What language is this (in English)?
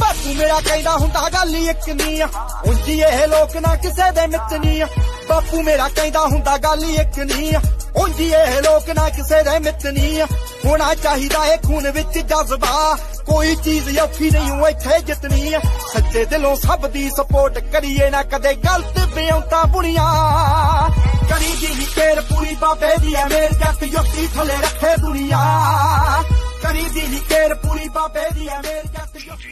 Punjabi